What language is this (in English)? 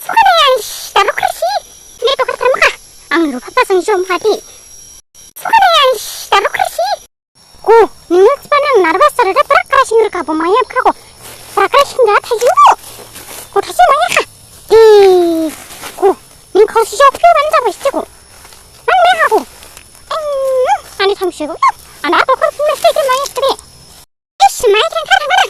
Dimasa